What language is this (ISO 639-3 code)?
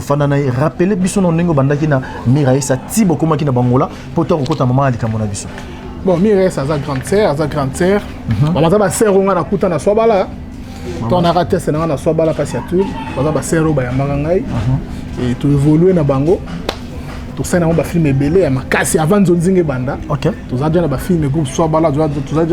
lin